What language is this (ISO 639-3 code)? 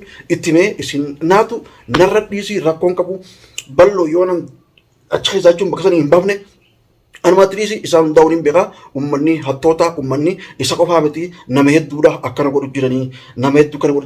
orm